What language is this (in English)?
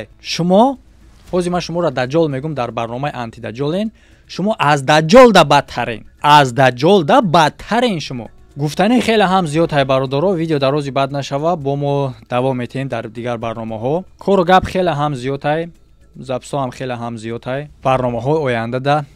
Tajik